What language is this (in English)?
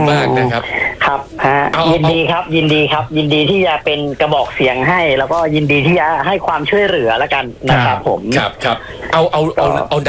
Thai